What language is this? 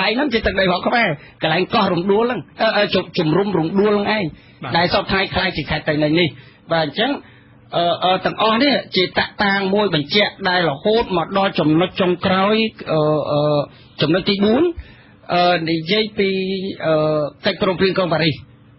Khmer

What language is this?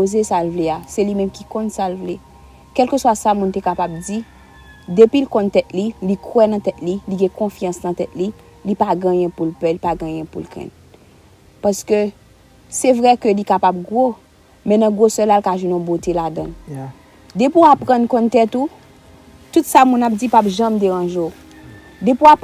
Haitian Creole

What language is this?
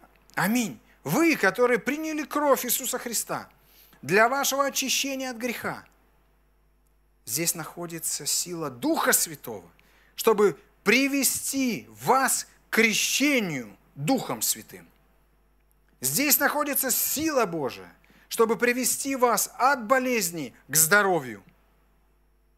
Russian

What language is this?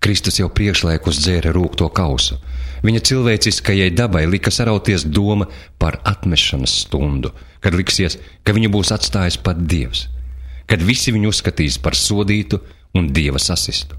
Latvian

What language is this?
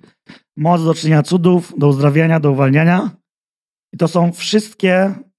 Polish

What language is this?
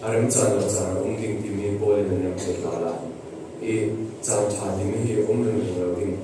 Falam Chin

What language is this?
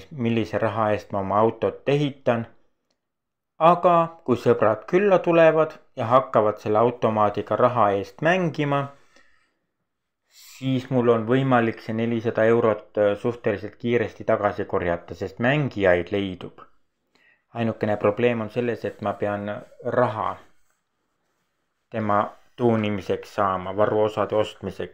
Estonian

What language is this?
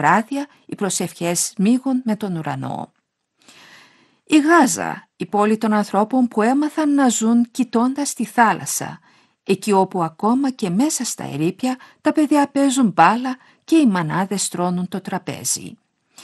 Greek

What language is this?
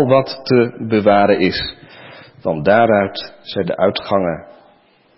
Dutch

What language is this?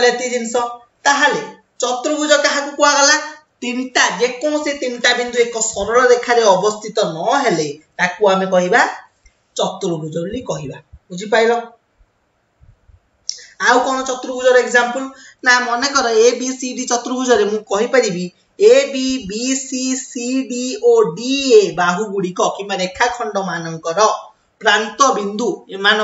Odia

